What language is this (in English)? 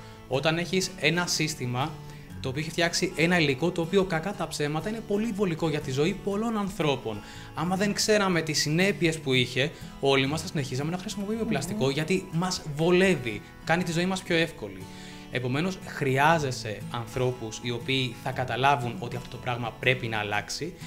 Greek